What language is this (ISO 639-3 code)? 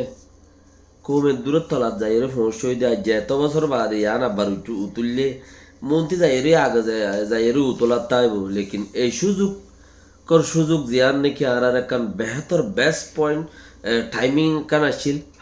rhg